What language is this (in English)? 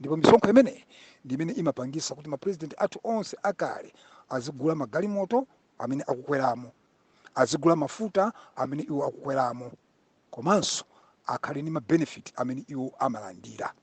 Nyanja